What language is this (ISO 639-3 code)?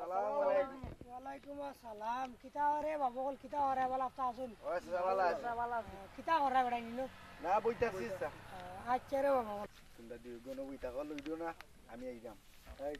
syl